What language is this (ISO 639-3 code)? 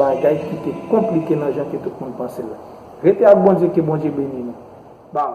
hat